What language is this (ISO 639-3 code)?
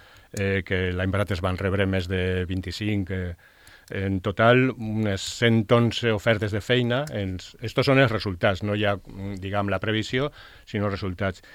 cat